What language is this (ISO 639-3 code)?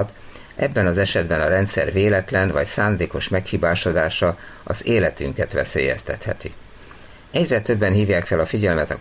hun